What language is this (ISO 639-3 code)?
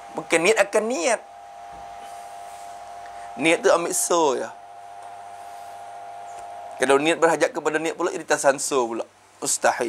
msa